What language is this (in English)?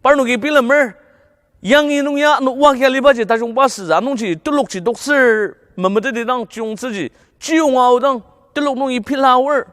Ao Naga